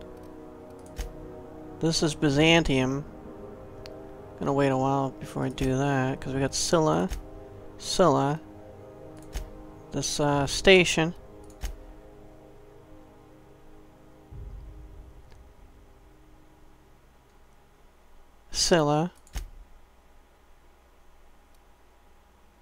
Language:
English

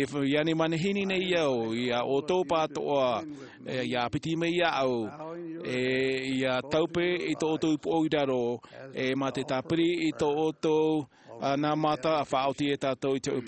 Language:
Tahitian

